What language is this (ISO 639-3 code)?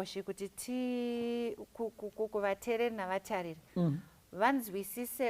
sna